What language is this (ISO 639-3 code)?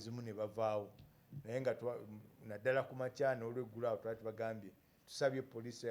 lug